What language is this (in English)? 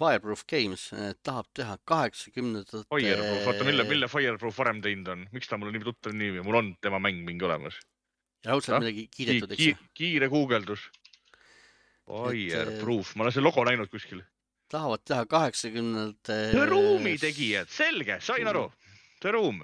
Estonian